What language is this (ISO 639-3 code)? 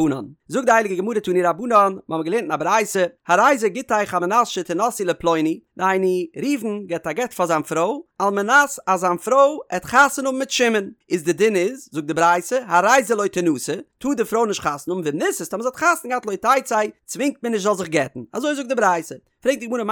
yid